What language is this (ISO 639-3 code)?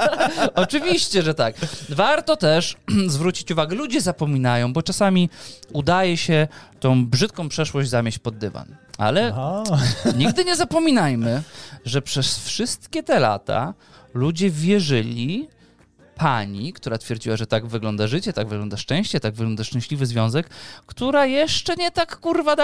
pol